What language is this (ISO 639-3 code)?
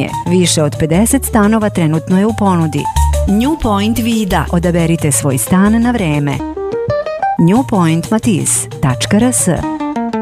srp